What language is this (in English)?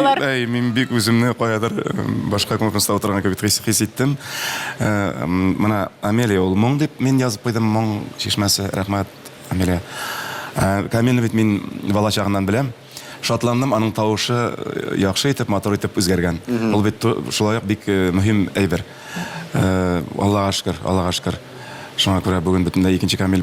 Tatar